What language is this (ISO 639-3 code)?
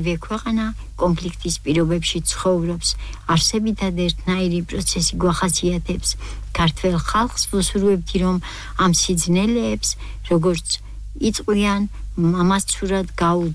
kat